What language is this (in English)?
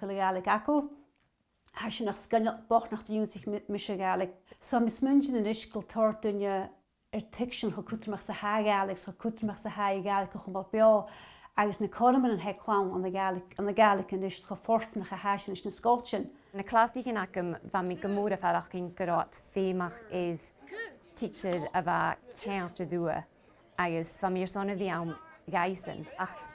Scottish Gaelic